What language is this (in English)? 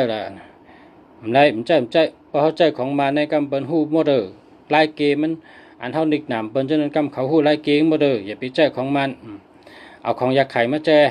Shan